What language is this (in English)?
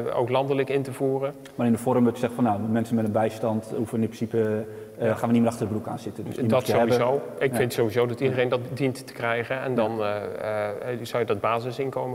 Dutch